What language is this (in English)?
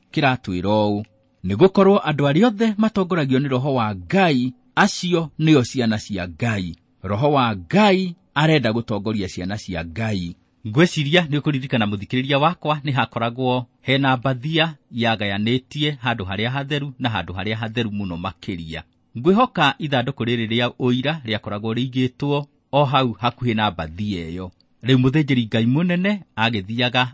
Kikuyu